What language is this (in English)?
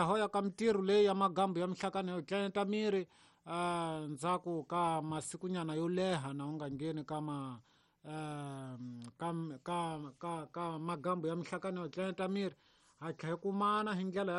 Tsonga